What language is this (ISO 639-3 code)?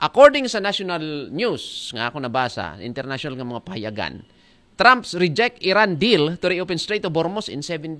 akl